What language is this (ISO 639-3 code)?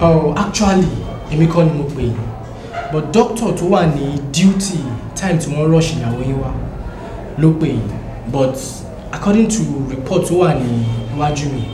yor